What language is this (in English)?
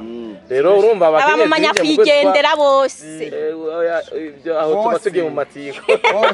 Rundi